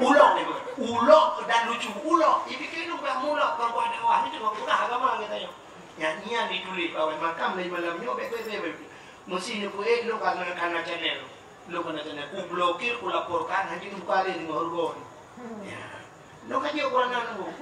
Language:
Achinese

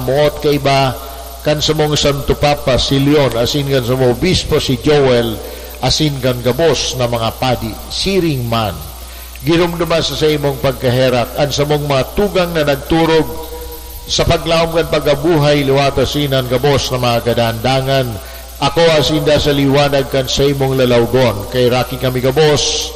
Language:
Bikol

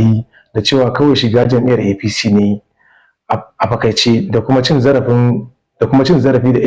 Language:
Hausa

